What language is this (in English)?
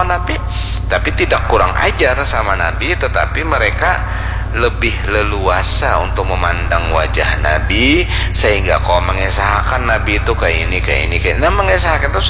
Banjar